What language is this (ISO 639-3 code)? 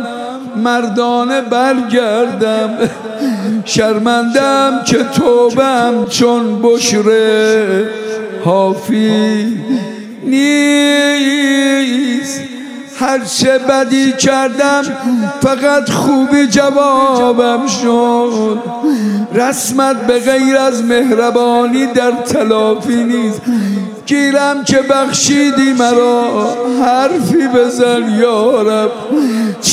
fas